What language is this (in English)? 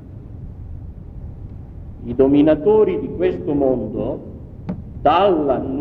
Italian